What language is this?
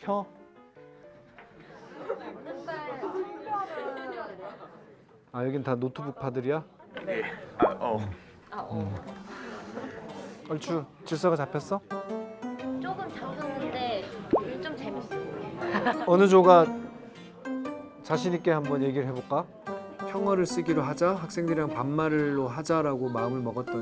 Korean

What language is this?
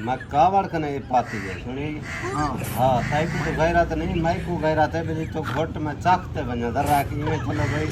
Saraiki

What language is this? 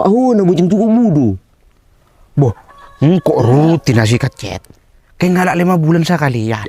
Madurese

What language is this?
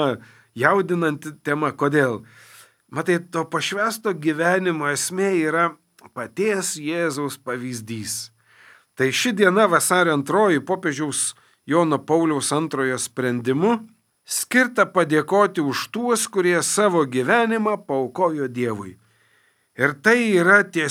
Lithuanian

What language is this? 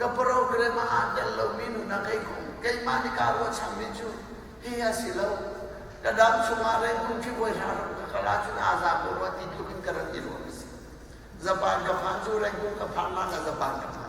Hakha Chin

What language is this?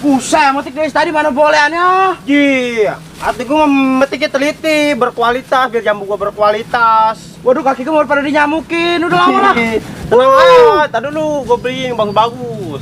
Betawi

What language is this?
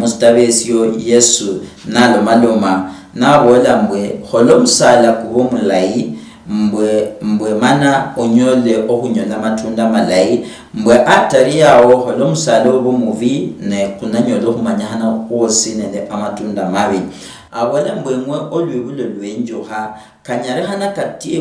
Luyia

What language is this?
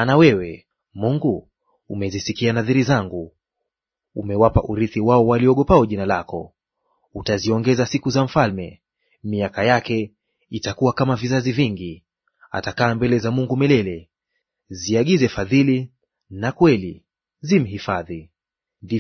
Swahili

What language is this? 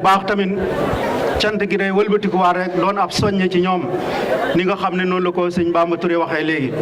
Wolof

